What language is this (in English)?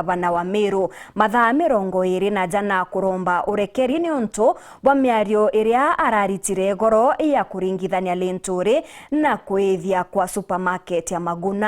Meru